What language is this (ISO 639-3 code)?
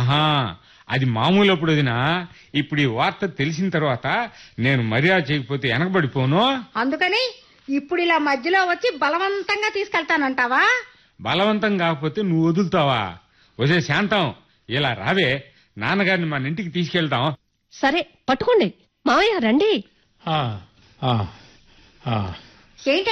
tel